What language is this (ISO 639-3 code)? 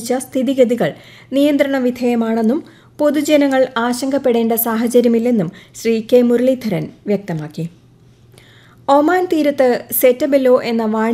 mal